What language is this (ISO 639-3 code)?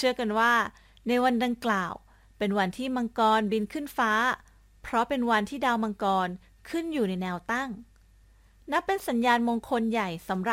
tha